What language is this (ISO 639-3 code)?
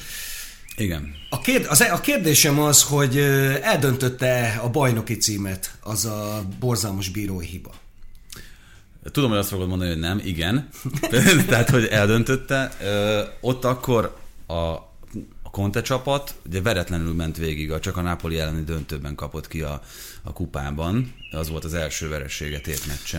hun